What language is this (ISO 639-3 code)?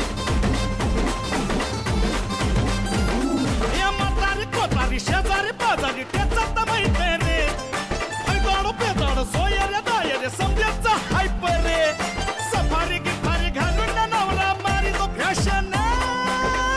mar